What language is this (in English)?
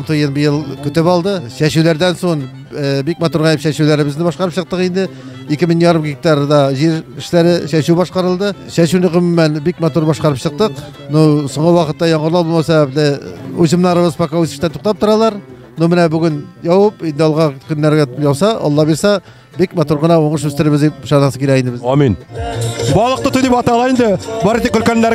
Tatar